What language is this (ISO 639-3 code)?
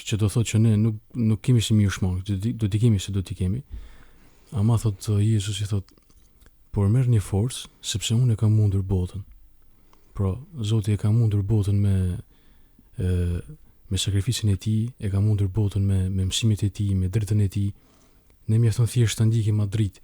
sqi